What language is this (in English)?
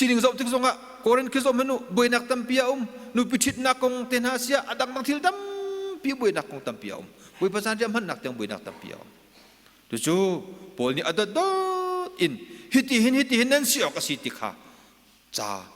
Hakha Chin